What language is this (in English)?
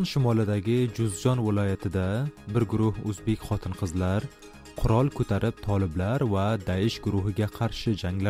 Uzbek